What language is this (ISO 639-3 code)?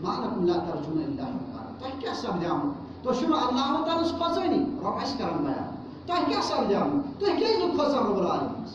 kas